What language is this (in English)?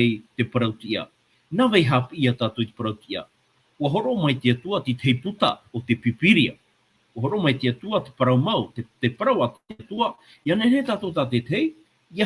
Tahitian